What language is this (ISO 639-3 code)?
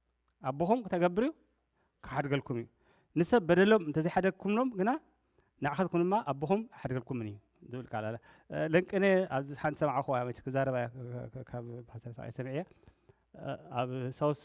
tir